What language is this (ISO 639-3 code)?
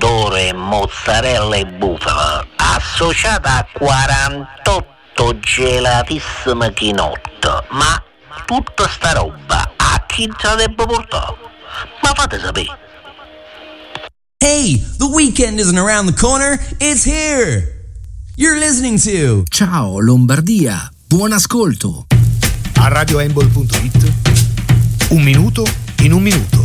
ita